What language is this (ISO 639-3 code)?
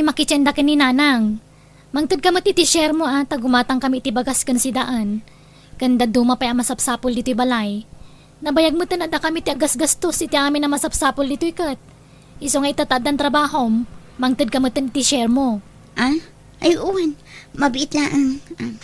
ilo